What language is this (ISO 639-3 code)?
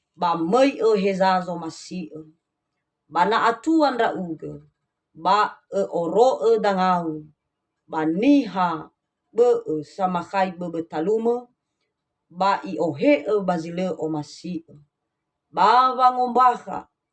nia